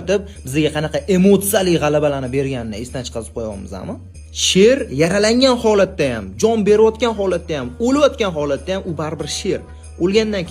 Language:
Uzbek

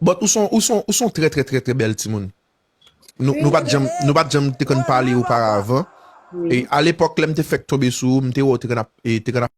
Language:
Haitian Creole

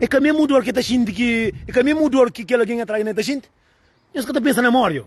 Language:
Kabuverdianu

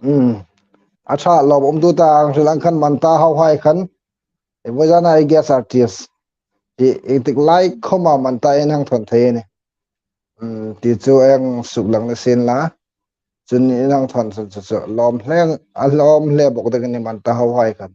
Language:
Hmar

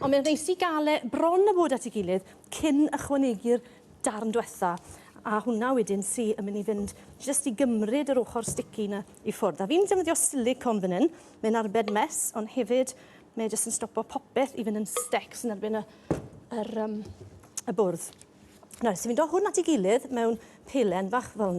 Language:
Welsh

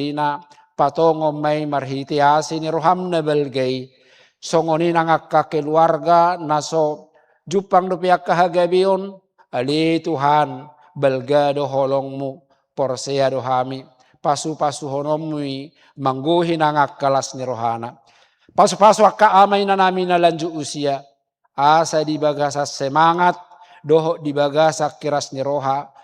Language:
Batak Toba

